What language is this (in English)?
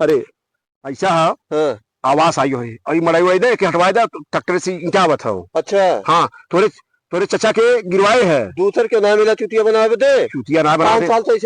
Awadhi